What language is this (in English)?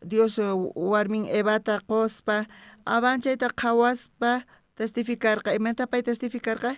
South Bolivian Quechua